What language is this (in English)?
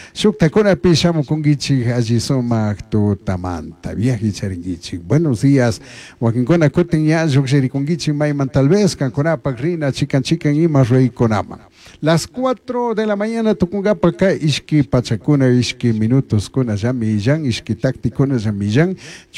Chimborazo Highland Quichua